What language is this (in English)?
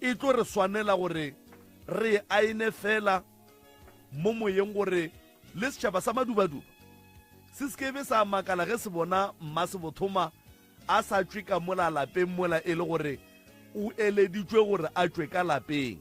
Northern Sotho